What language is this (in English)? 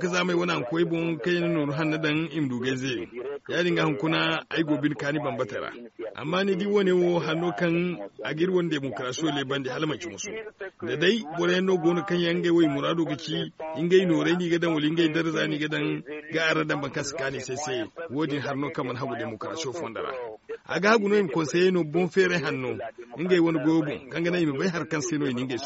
Zarma